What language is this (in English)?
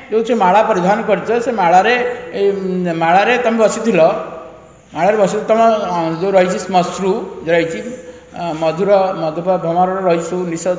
Odia